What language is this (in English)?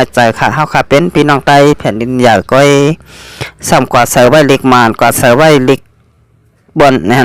Shan